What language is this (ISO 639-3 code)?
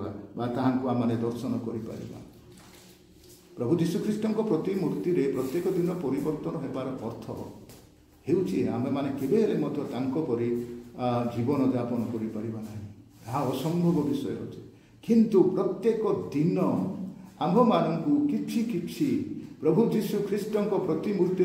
ori